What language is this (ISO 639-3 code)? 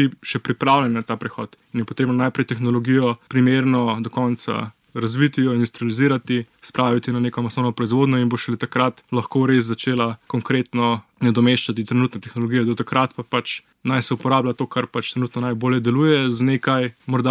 slv